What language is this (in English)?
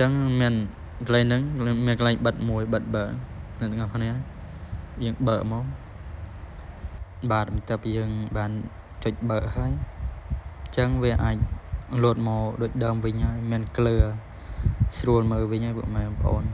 Khmer